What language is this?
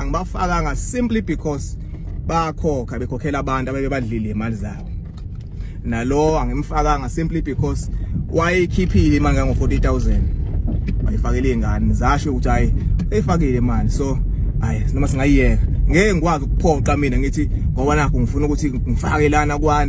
Zulu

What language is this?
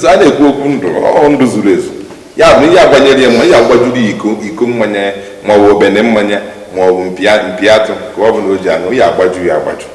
Igbo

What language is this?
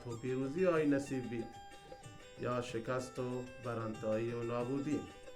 Baluchi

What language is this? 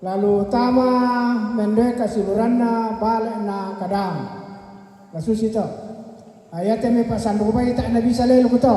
Toraja-Sa'dan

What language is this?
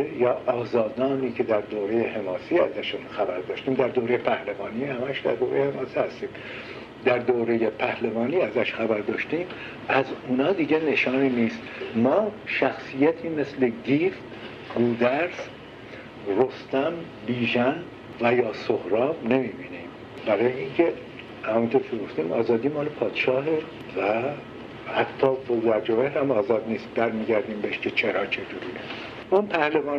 Persian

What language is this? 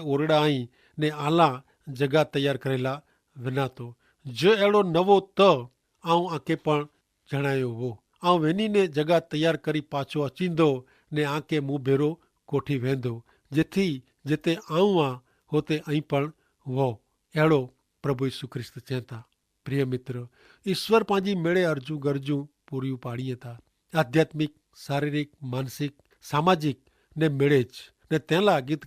Kachhi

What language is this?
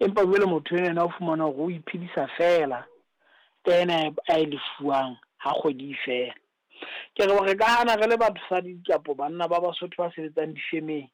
Southern Sotho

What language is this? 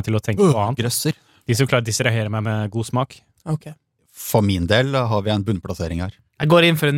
Norwegian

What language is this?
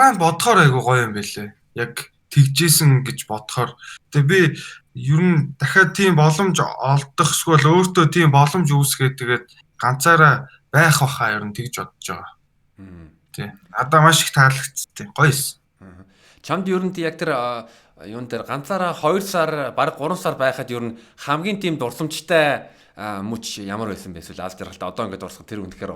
Mongolian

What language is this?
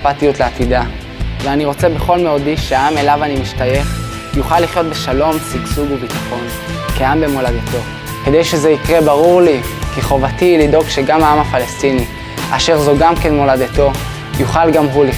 Hebrew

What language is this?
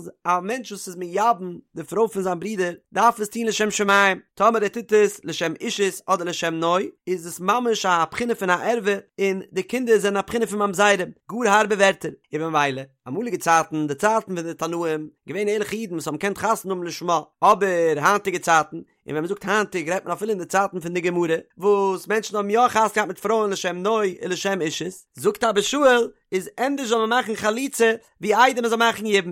Yiddish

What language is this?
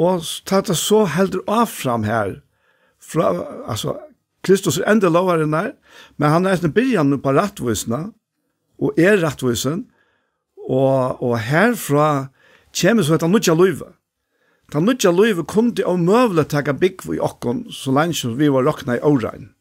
Faroese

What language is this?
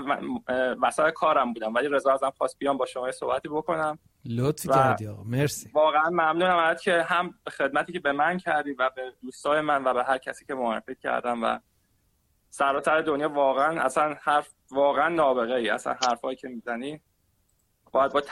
Persian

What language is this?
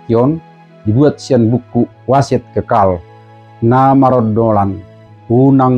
Batak Toba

